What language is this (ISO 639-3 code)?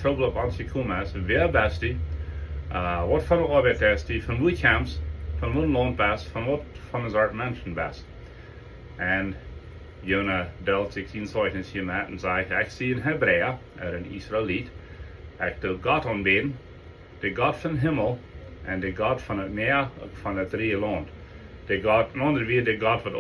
pdt